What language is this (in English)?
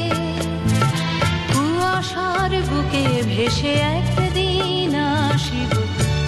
Bangla